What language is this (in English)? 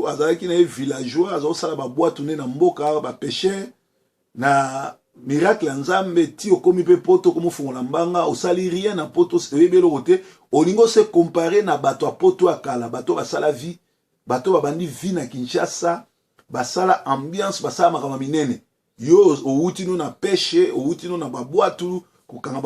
Lingala